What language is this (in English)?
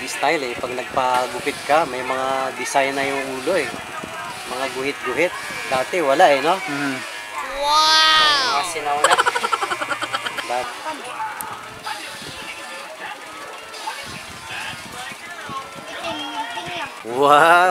Filipino